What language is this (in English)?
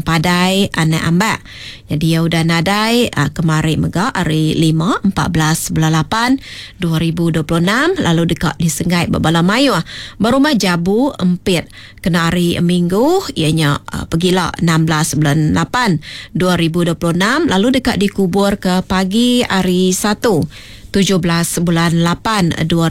Iban